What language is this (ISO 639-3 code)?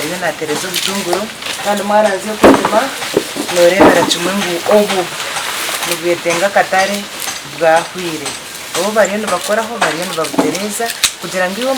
nyn